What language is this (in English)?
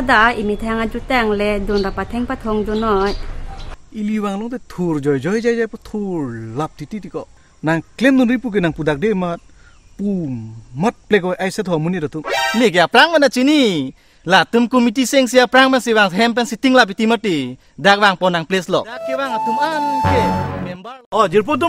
Karbi